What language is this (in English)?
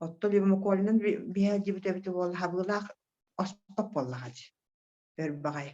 Yakut